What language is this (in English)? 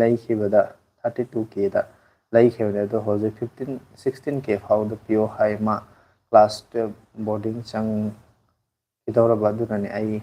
Manipuri